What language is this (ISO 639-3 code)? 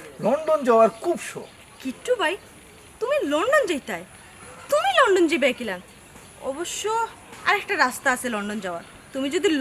syl